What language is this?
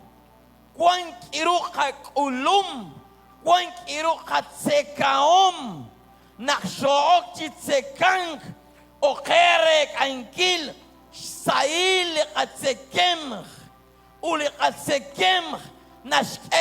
Kekchí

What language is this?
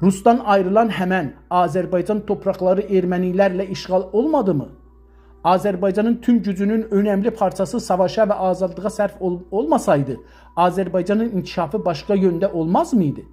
South Azerbaijani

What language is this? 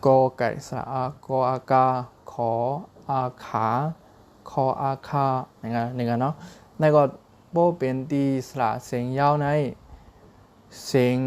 Shan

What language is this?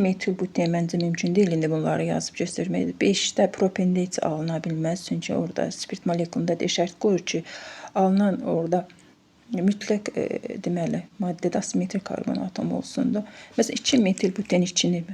Azerbaijani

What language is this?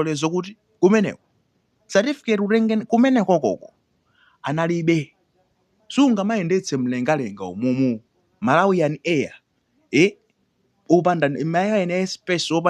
Nyanja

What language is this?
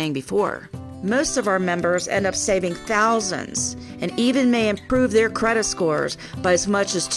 English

